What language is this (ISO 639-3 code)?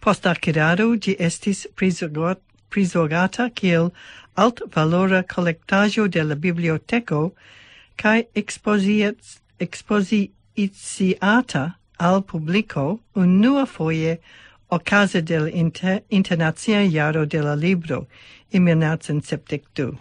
epo